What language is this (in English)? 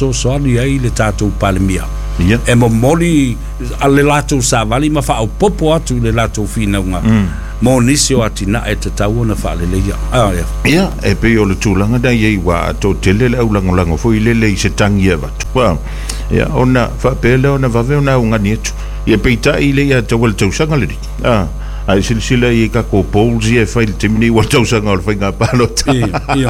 Samoan